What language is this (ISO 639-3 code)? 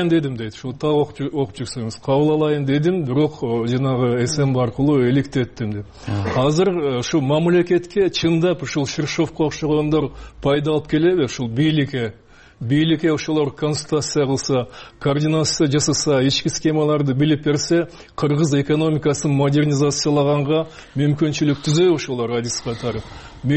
kir